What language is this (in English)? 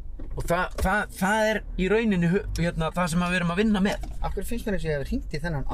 Icelandic